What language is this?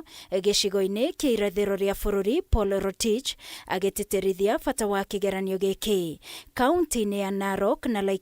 Kikuyu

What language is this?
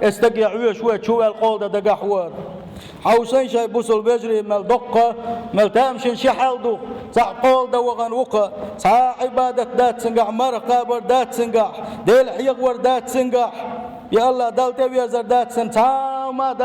Chechen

